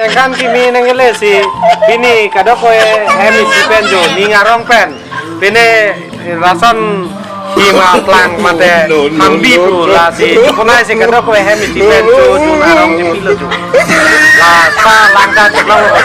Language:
Karbi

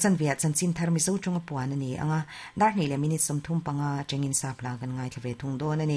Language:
Mizo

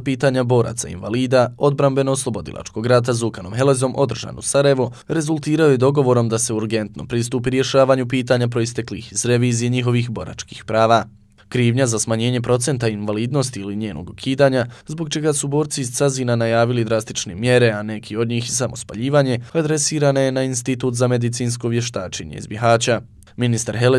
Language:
Bosnian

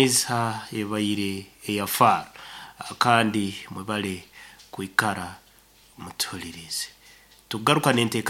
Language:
Nyoro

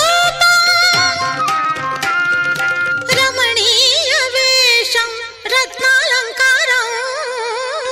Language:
Telugu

